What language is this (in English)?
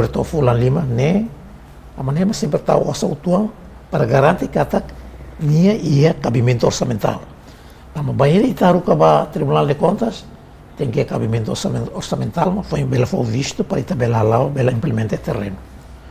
Tetum